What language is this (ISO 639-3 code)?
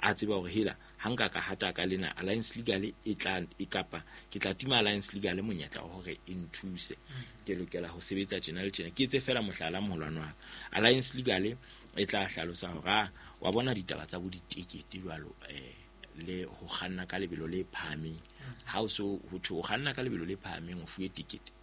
sot